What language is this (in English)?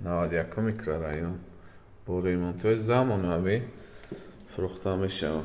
Tajik